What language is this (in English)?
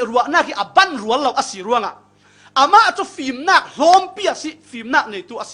Falam Chin